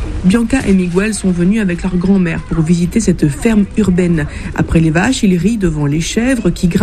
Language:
French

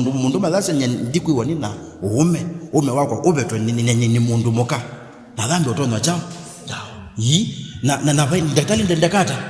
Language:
Kamba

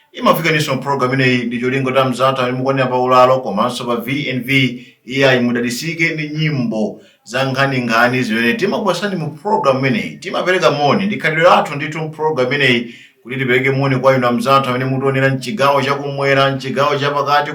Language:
Nyanja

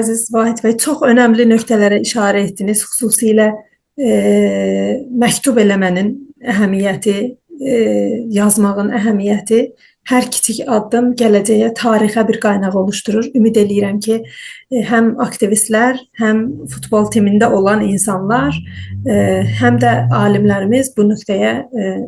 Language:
South Azerbaijani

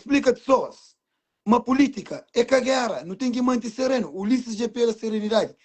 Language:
Kabuverdianu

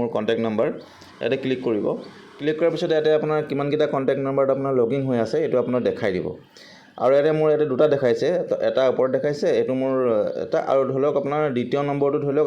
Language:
Assamese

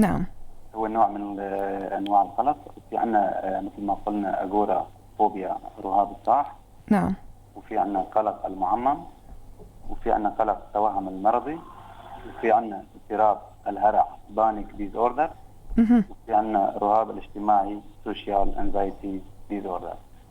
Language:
North Levantine Arabic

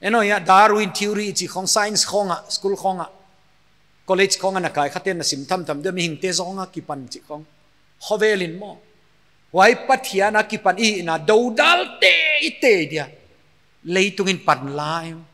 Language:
Paite Chin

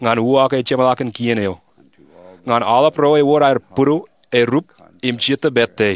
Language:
Marshallese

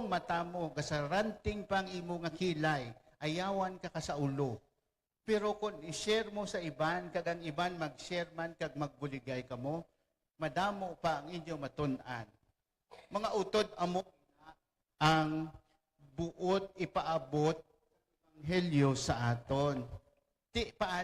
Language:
Hiligaynon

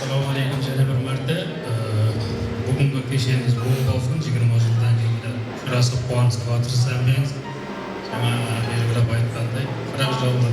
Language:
Kara-Kalpak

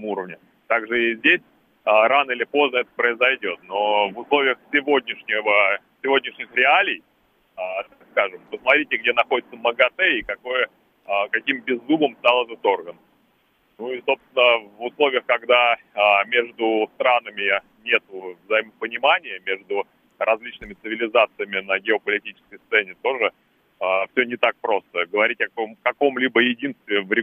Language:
Russian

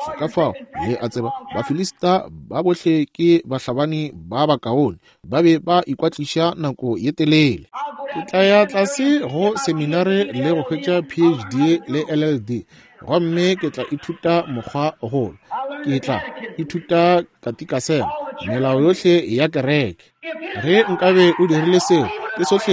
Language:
Northern Sotho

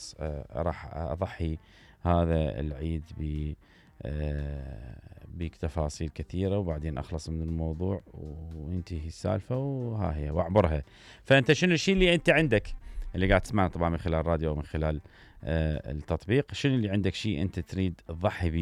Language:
Mesopotamian Arabic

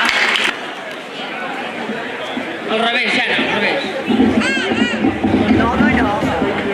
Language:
Catalan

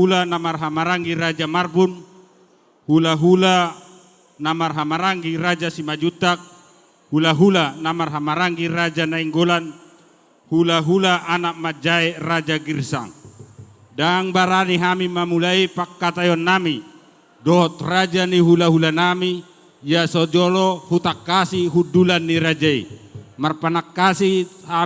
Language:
Batak Toba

